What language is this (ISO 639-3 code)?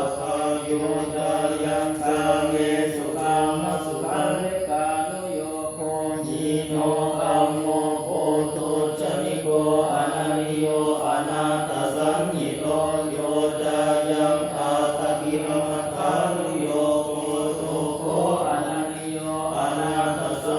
pli